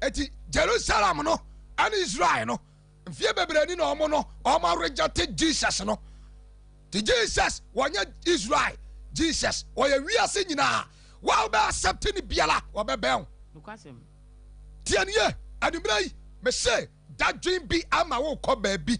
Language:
Akan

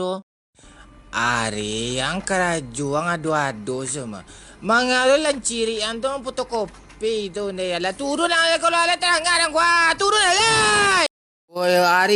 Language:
Minangkabau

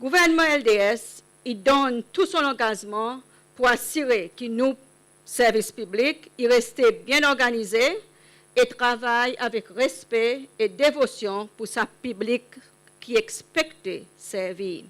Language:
Seselwa Creole French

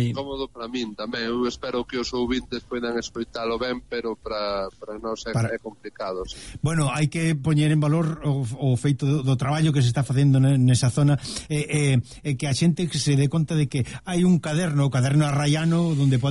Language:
Galician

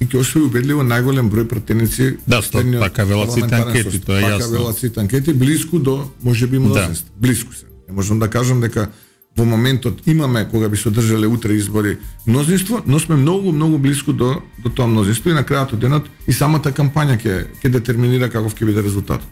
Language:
Macedonian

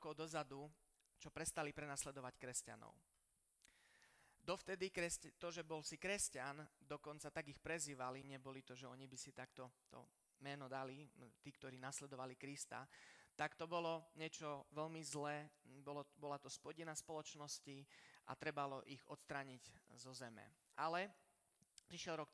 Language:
Slovak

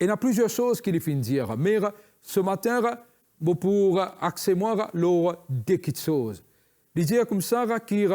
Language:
Morisyen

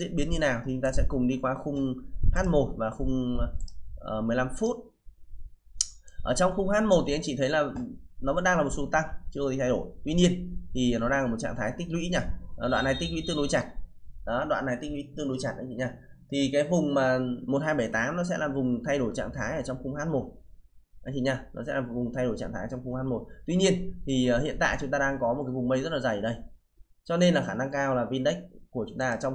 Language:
Vietnamese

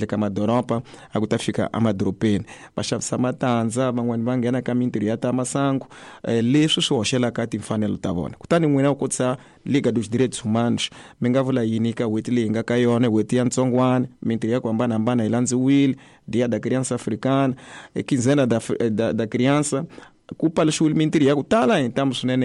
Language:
Tsonga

